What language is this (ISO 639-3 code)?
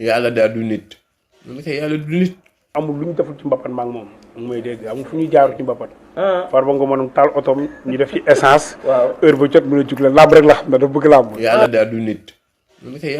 wol